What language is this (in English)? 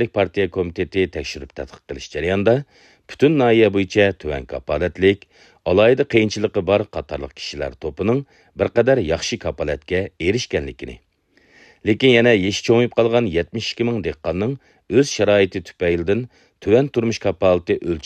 Uyghur